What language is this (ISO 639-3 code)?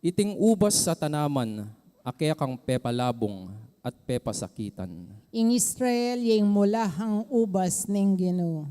pam